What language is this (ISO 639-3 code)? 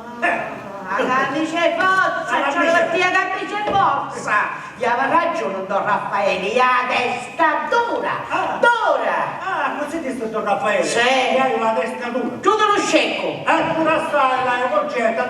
scn